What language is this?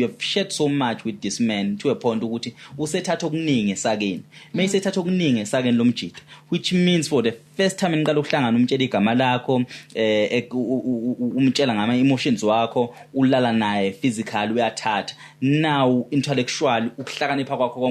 Zulu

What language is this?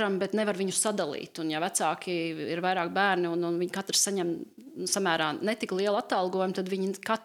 Latvian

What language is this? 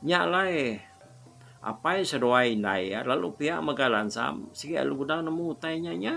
Iban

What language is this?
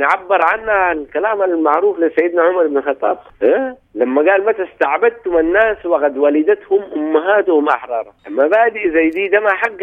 Sudanese Arabic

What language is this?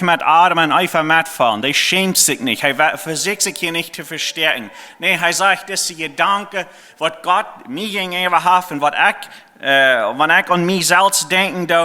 Plautdietsch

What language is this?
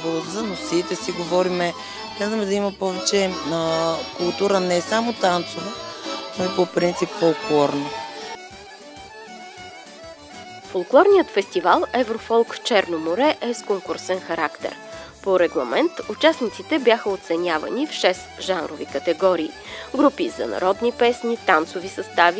Bulgarian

